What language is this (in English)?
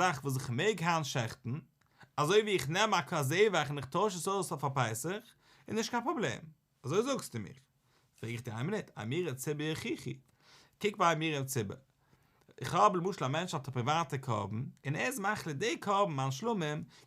Yiddish